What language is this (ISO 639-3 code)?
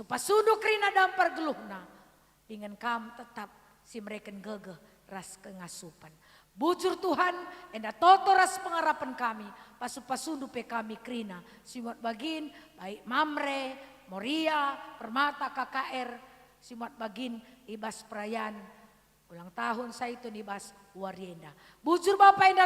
btx